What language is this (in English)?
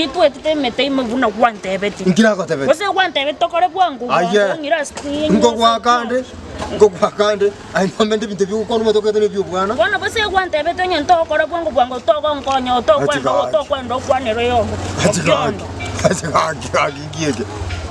Gusii